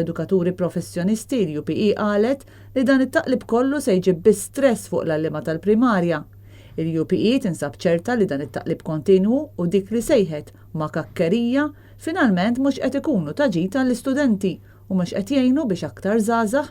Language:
Maltese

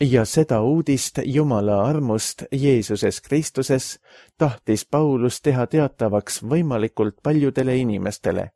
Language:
Estonian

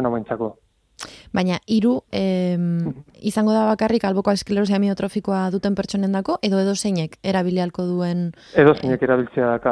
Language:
Basque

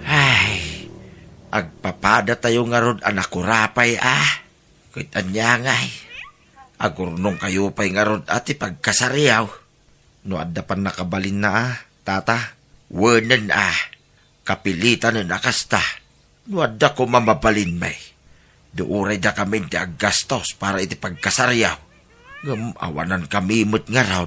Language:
Iloko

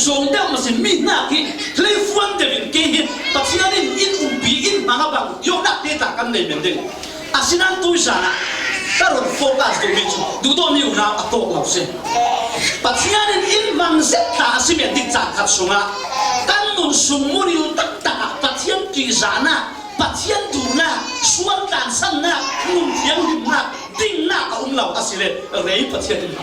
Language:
Falam Chin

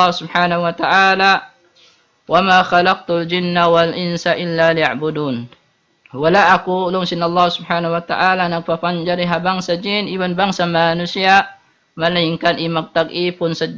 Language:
Tausug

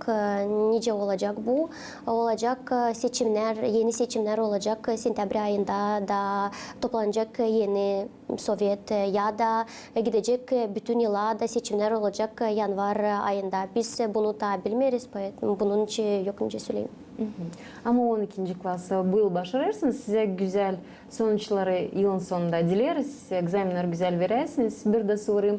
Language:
Gagauz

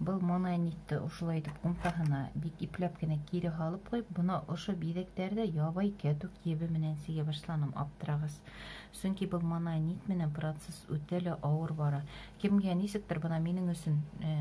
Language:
Bashkir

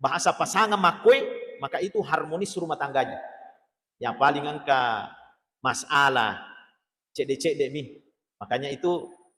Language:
Buginese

